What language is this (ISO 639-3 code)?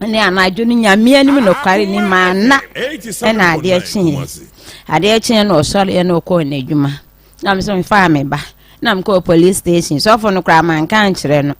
aka